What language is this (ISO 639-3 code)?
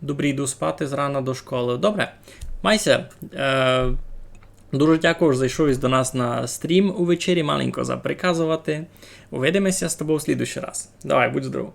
rue